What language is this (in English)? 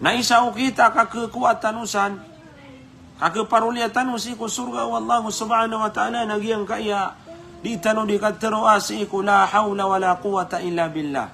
Maranao